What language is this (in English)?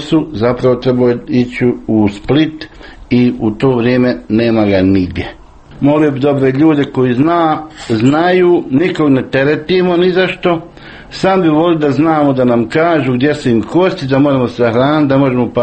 Croatian